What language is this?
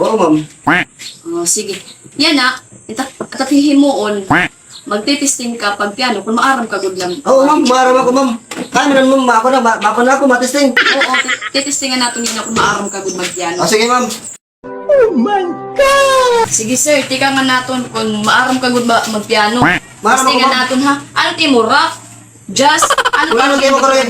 Waray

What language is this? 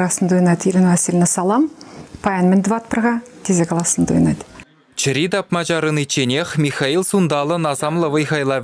Chuvash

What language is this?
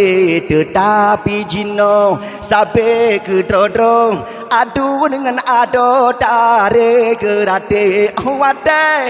Achinese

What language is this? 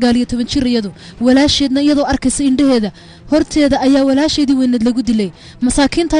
Somali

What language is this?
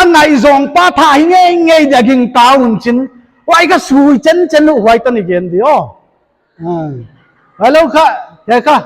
Paite Chin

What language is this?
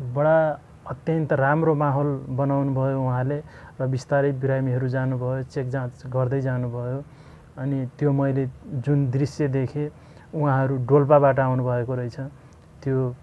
Nepali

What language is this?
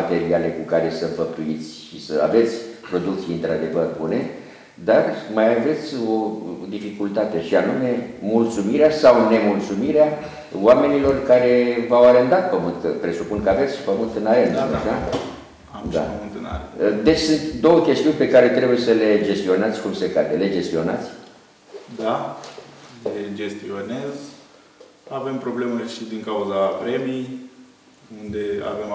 Romanian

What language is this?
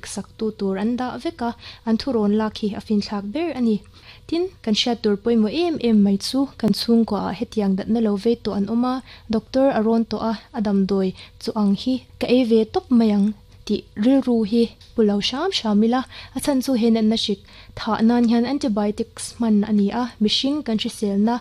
Mizo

